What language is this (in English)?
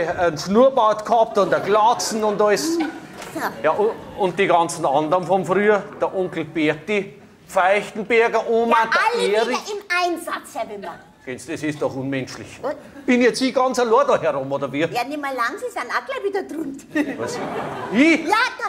Bavarian